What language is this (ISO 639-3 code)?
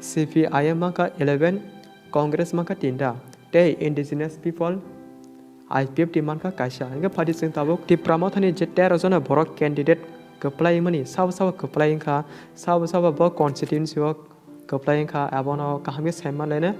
trp